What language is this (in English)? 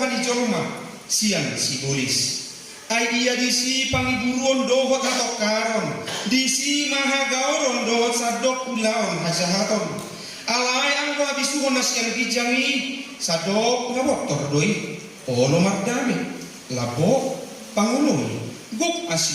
Batak Toba